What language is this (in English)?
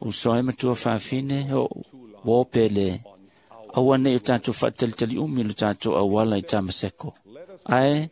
Samoan